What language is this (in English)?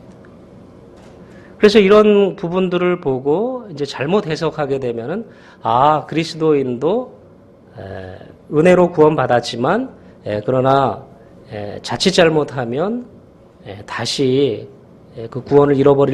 Korean